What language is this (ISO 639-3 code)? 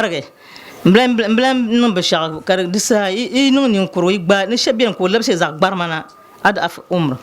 dag